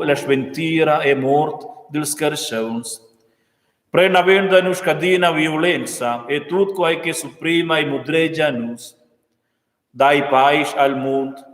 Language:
Romansh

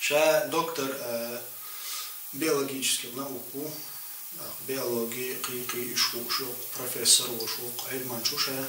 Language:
Chechen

